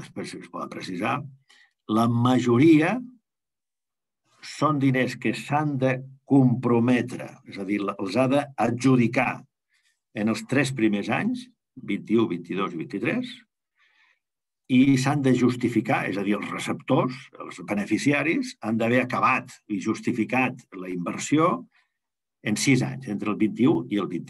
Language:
Catalan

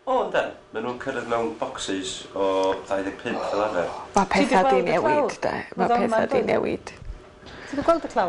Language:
Welsh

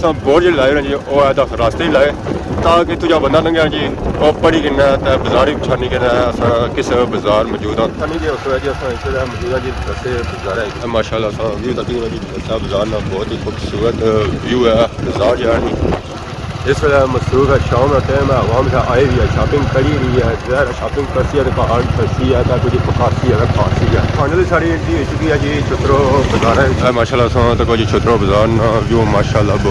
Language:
Pahari-Potwari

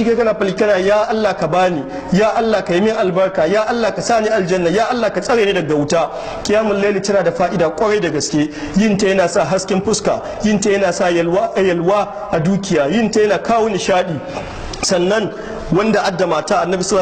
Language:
Hausa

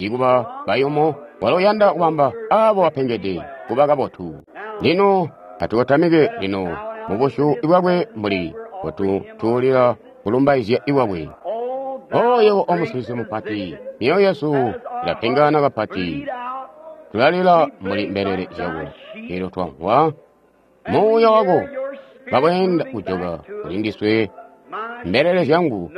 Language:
Tonga (Zambia)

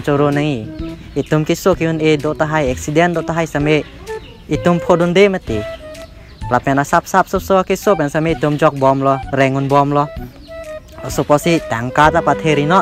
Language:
Karbi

